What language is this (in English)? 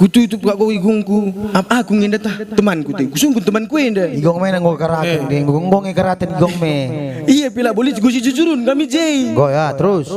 Batak Karo